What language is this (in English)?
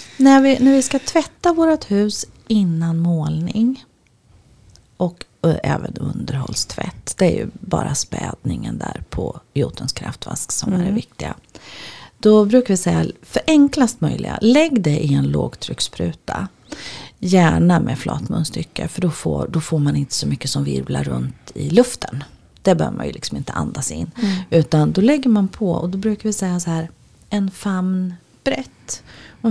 Swedish